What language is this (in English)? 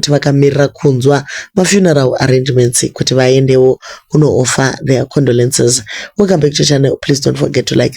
Shona